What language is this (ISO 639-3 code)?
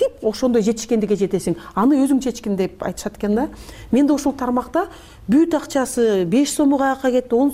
kir